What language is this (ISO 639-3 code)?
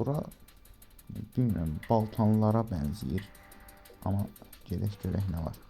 aze